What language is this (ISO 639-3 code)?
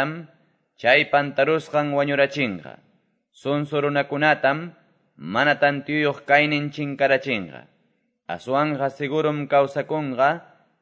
que